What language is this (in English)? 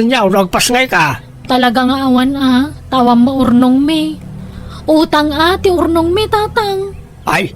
Iloko